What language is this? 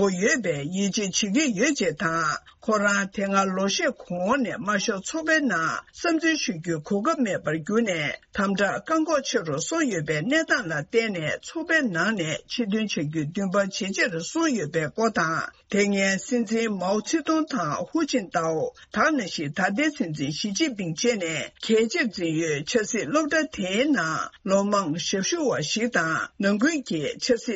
Tibetan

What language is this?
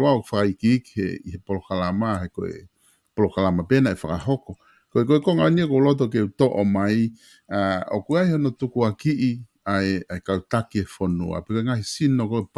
Tongan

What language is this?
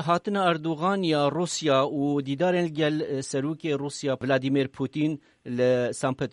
Kurdish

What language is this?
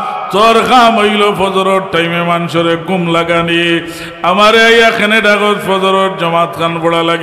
Sylheti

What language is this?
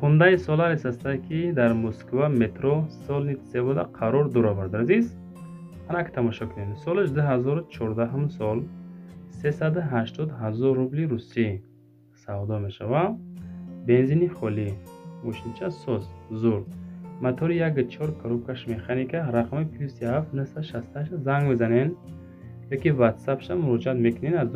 Tajik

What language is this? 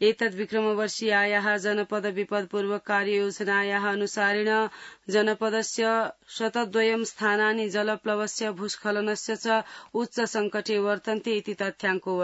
Sanskrit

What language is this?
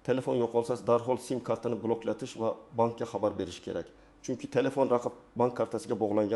Uzbek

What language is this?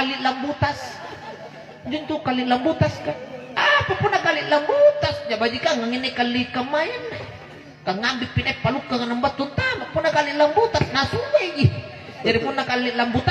Makasar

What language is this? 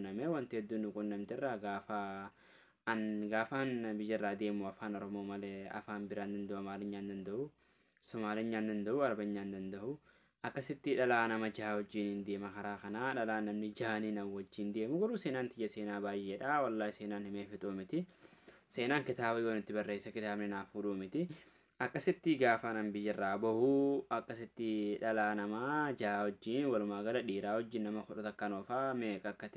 Oromo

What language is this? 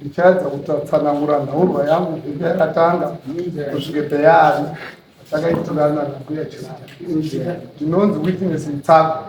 Shona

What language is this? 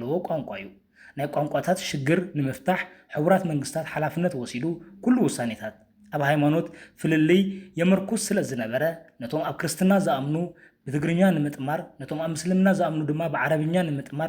Tigrinya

